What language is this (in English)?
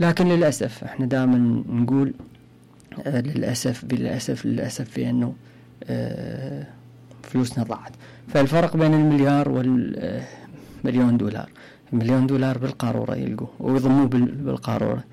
Mesopotamian Arabic